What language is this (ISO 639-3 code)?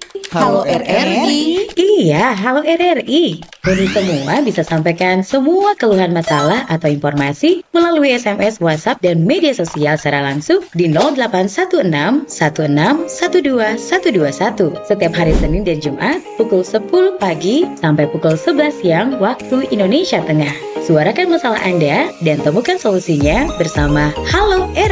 xmm